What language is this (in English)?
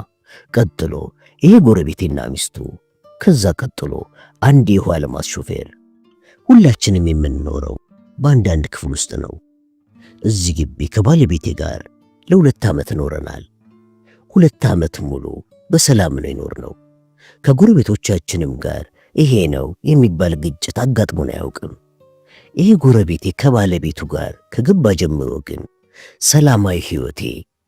Amharic